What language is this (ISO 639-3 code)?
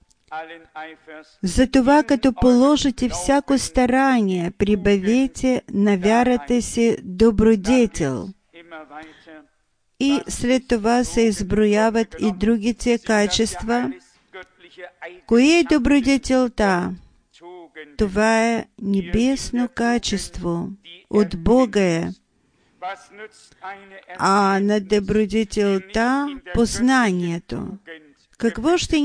bul